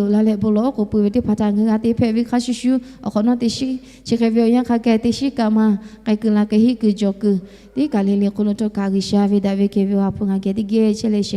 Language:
Lahu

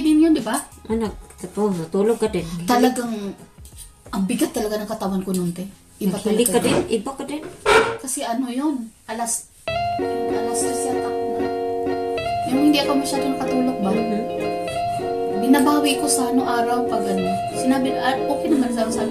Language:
Filipino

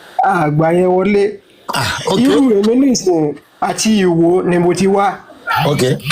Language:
Yoruba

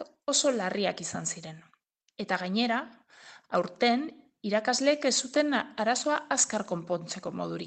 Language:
Basque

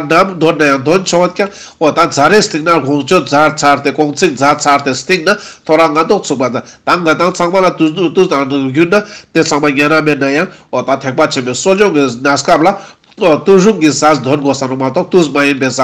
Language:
Ladakhi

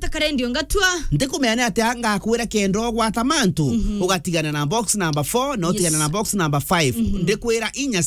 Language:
Meru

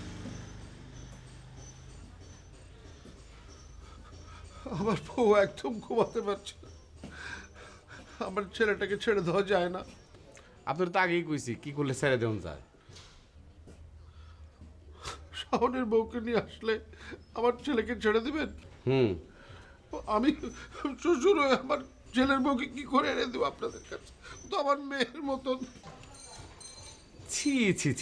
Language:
Bangla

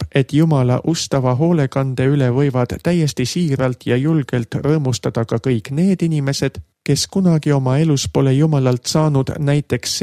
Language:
Estonian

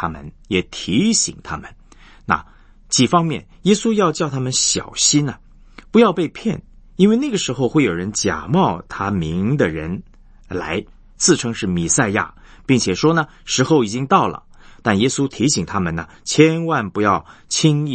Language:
Chinese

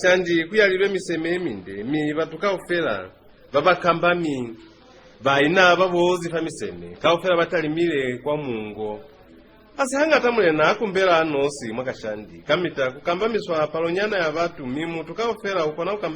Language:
Lozi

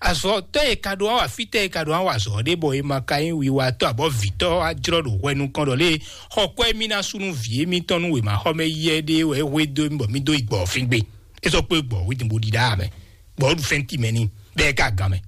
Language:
Fon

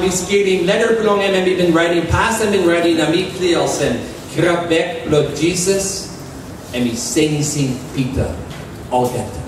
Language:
Tok Pisin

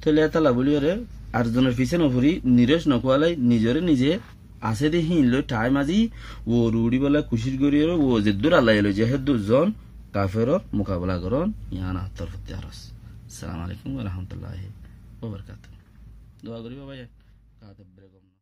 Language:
Rohingya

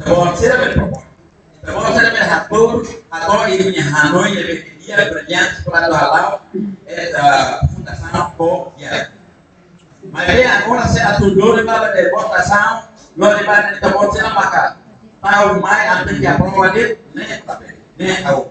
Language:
Tetum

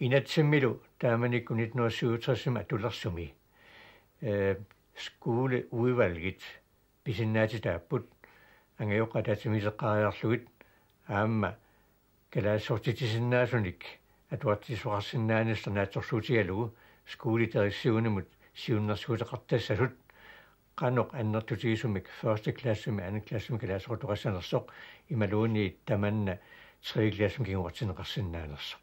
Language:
Kalaallisut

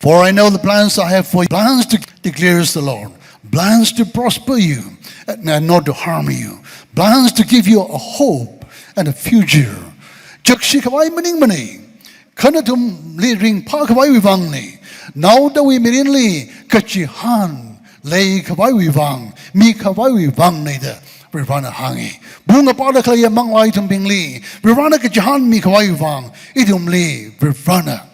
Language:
Tangkhul Naga (India)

